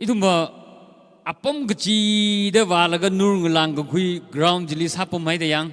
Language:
Tangkhul Naga (India)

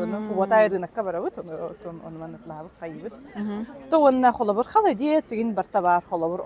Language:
Yakut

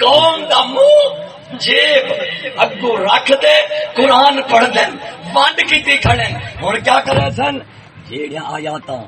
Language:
Saraiki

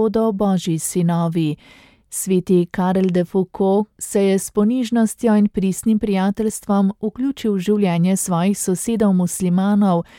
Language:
Slovenian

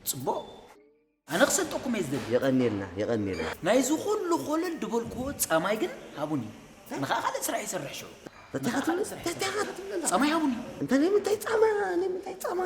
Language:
Tigrinya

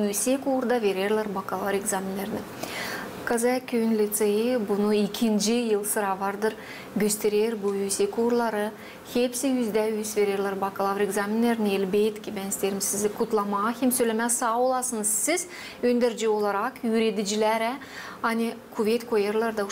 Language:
Gagauz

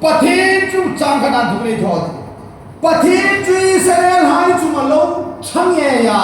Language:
Hmar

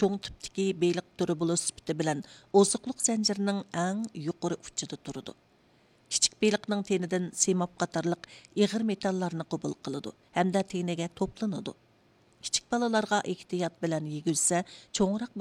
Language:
Uyghur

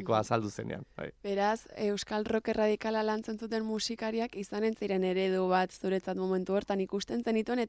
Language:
Basque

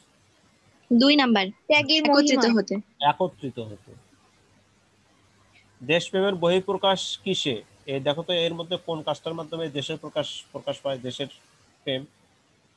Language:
Bangla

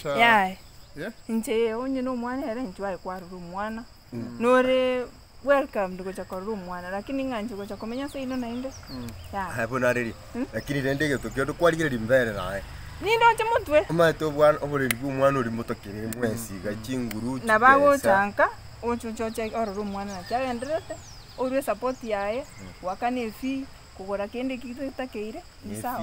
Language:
Gusii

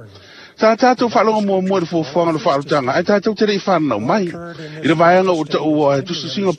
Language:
Samoan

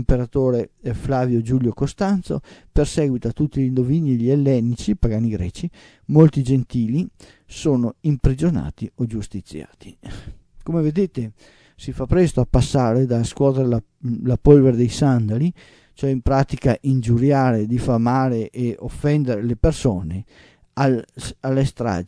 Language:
Italian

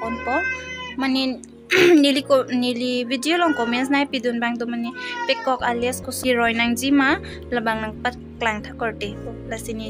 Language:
Karbi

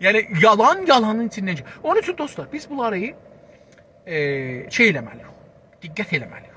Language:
South Azerbaijani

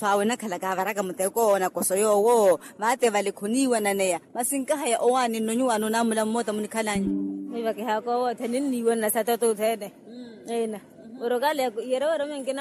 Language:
Makhuwa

